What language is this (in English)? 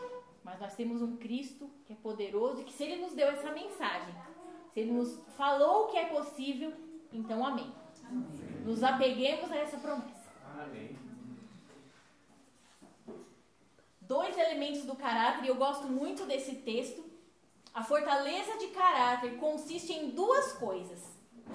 Portuguese